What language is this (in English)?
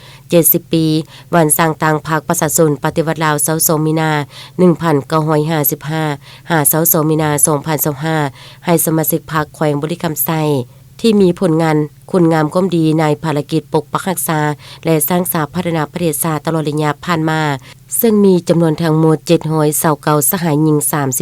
Lao